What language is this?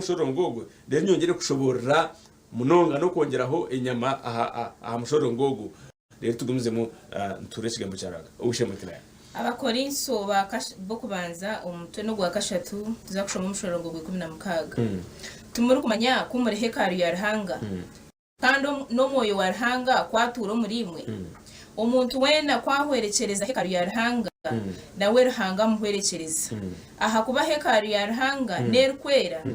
Nyankole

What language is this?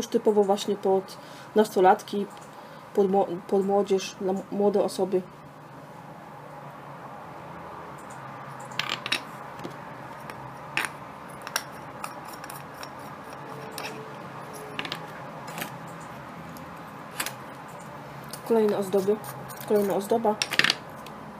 Polish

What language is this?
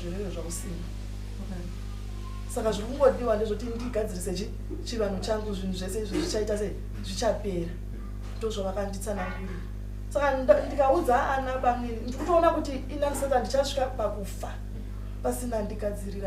Shona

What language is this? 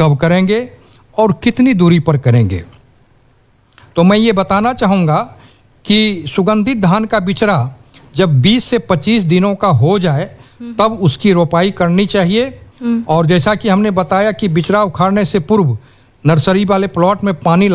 Hindi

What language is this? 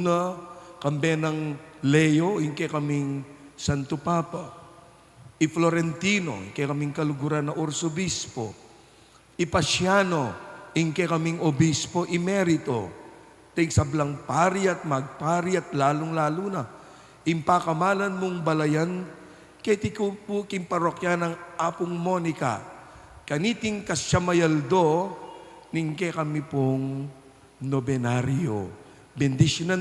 Pampanga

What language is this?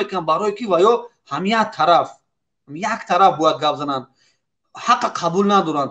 Tajik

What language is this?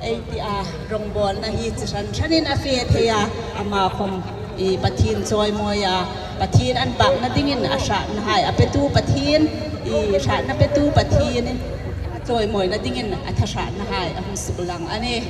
Hmar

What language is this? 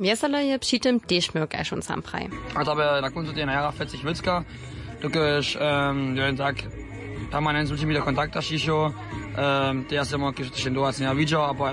Upper Sorbian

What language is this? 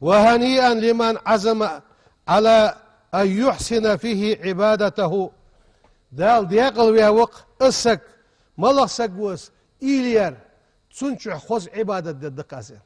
Ingush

